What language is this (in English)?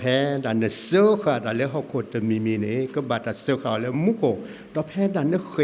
S'gaw Karen